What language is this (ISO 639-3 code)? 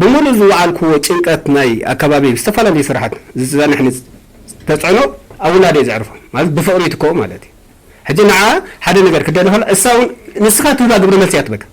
tir